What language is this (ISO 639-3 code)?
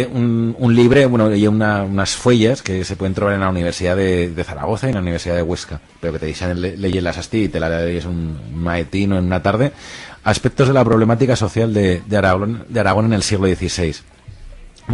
arg